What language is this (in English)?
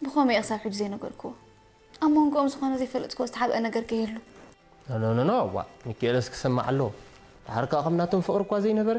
Tigrinya